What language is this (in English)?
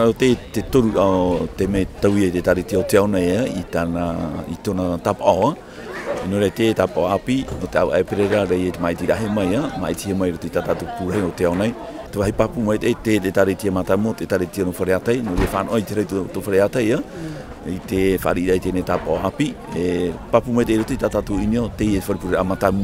Tahitian